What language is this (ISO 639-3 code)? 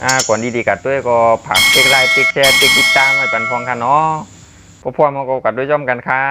shn